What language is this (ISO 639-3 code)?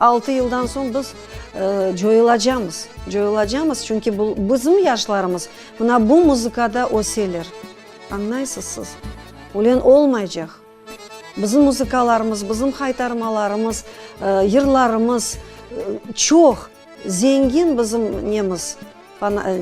crh